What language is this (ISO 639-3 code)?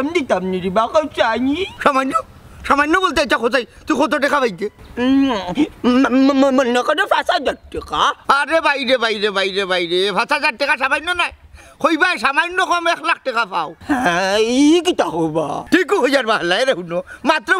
syl